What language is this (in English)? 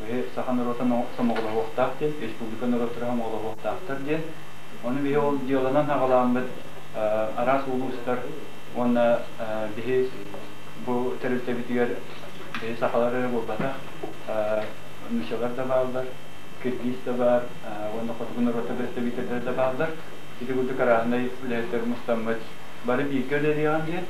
Yakut